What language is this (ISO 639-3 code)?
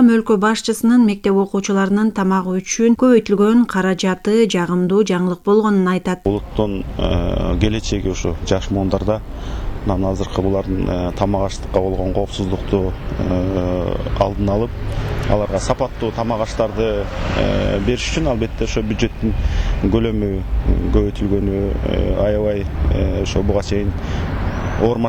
kir